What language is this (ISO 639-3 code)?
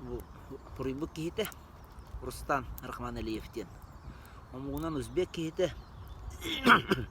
sah